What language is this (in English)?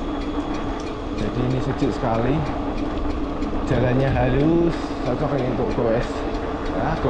Indonesian